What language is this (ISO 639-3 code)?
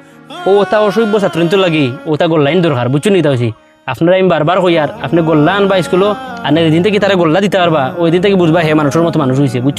syl